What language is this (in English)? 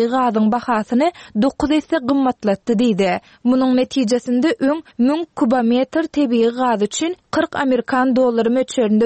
Turkmen